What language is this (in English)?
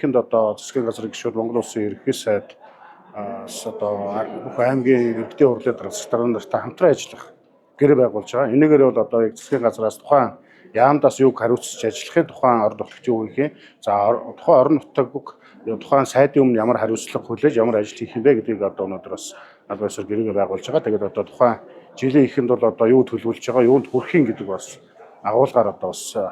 Mongolian